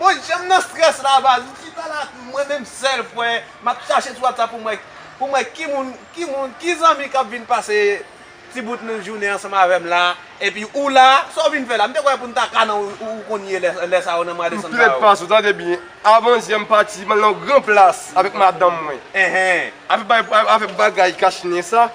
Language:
Haitian Creole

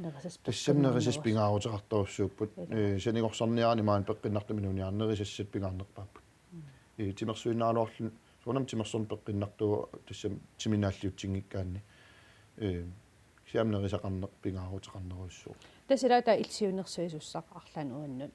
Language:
Kalaallisut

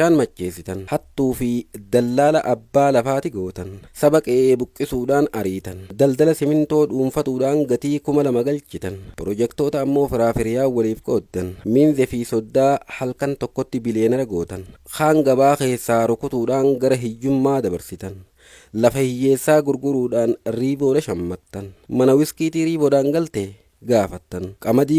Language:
Oromo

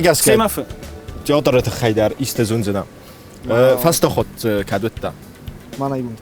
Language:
Ossetic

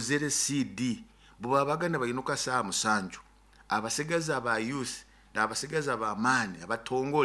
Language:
Nyoro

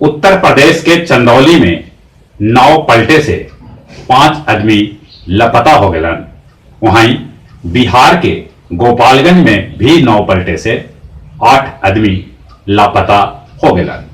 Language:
Magahi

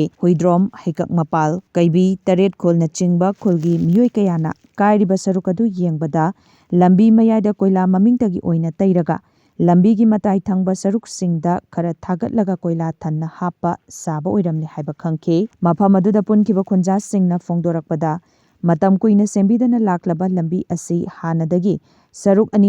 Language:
Manipuri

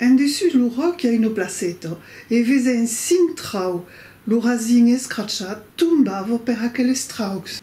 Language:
Occitan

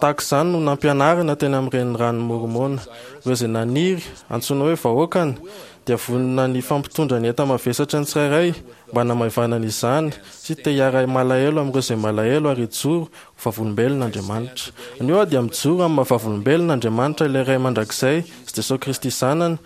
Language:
Malagasy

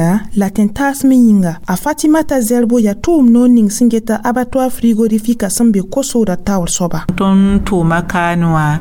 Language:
Mossi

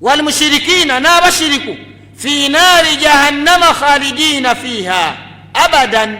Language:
Ganda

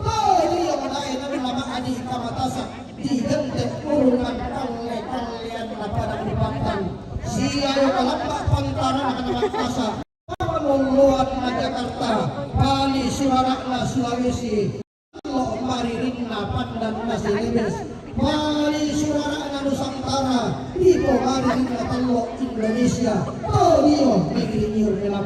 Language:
Toraja-Sa'dan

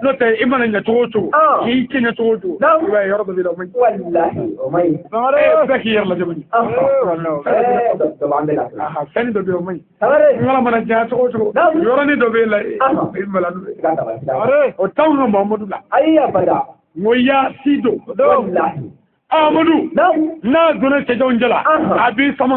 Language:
Bambara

